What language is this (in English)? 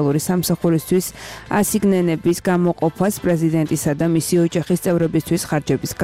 Georgian